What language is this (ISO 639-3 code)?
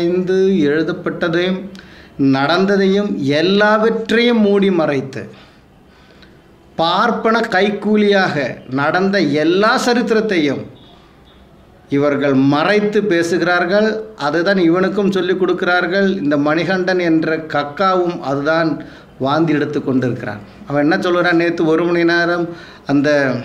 tam